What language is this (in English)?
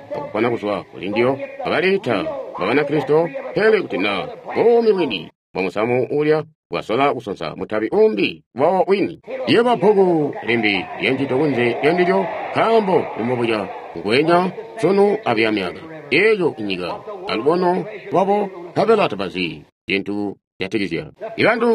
Tonga (Zambia)